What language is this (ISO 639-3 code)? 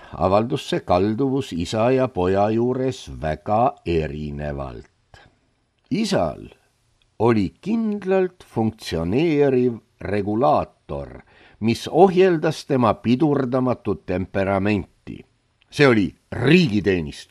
est